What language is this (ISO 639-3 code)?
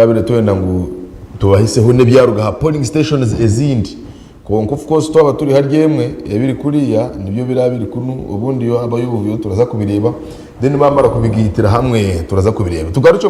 nyn